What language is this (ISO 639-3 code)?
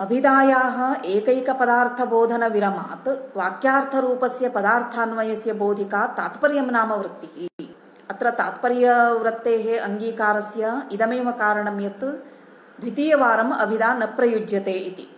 san